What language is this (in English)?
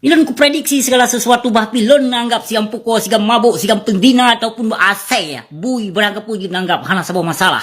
Achinese